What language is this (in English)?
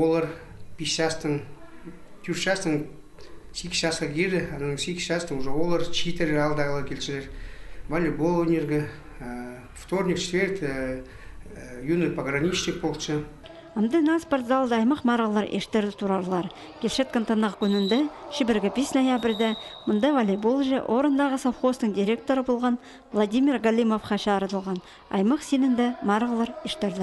Khakas